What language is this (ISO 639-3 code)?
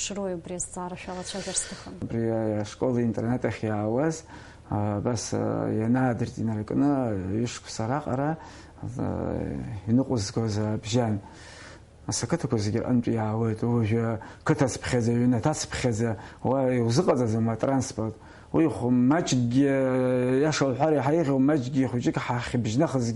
abk